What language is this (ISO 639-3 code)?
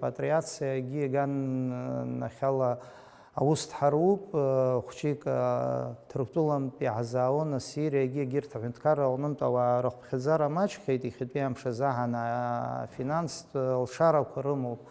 abk